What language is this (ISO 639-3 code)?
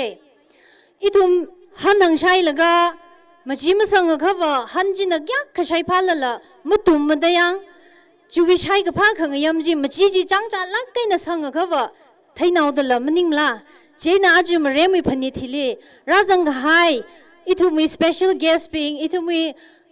nmf